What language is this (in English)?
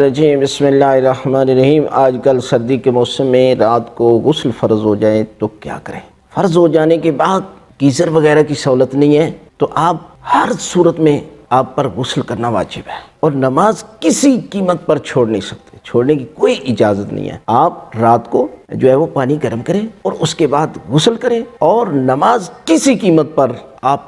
Urdu